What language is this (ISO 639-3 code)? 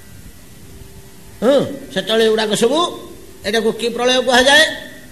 ori